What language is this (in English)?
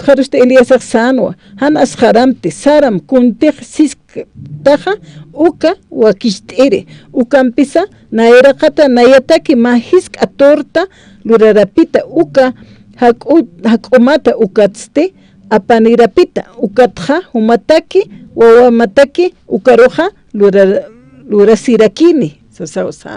Aymara